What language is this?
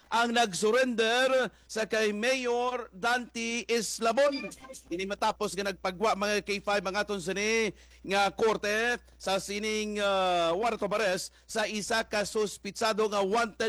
Hiligaynon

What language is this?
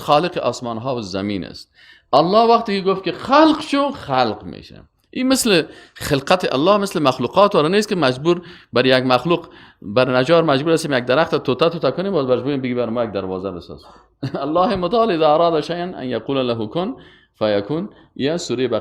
Persian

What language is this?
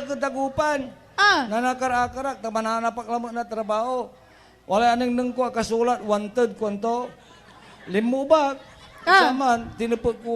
Pangasinan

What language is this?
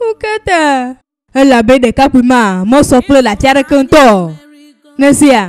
Ewe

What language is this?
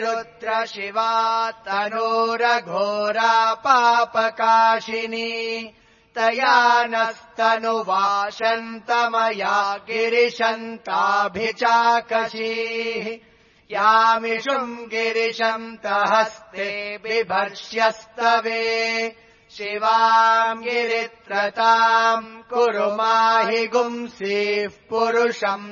Sanskrit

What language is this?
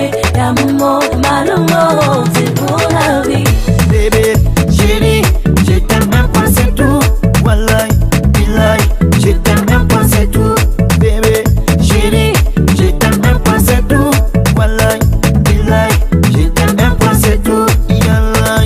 Fula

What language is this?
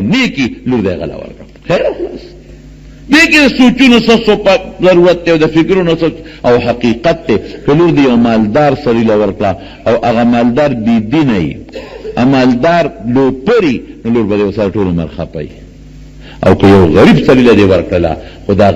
Pashto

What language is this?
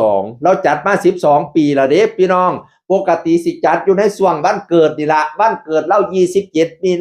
Northeastern Thai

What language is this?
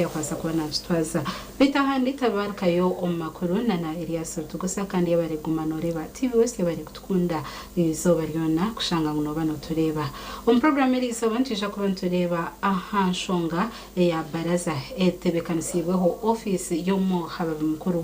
Nyankole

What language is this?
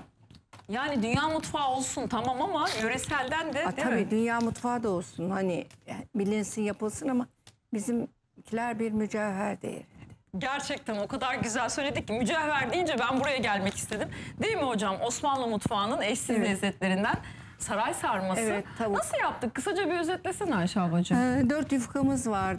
Turkish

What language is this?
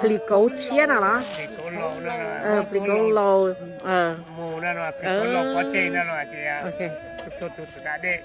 Hmong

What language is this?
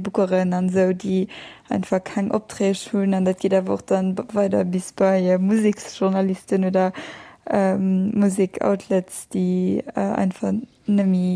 Luxembourgish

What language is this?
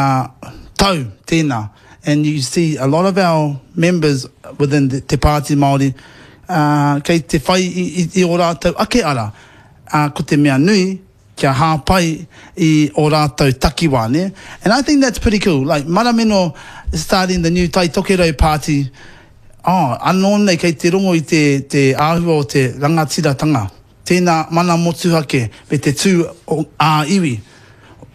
Māori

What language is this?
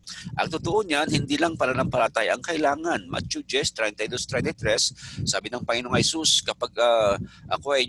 Filipino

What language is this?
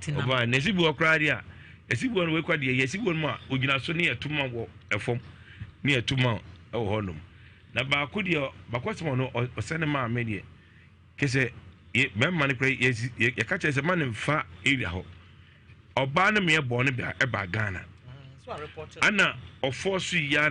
Akan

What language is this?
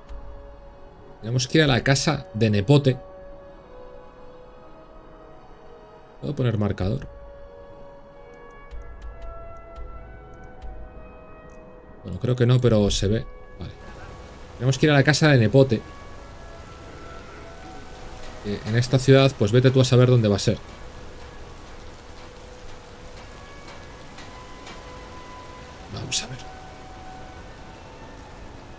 Spanish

